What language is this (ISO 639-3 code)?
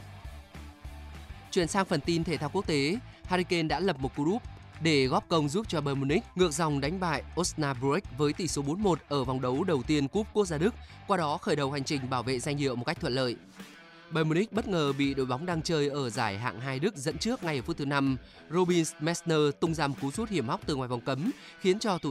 vie